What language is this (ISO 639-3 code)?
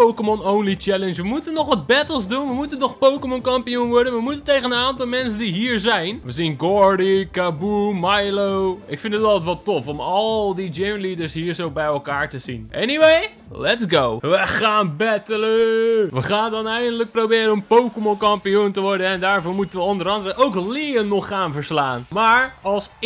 nld